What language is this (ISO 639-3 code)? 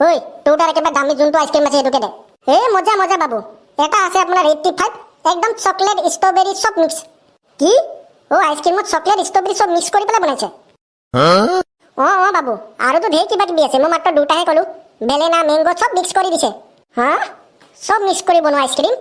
asm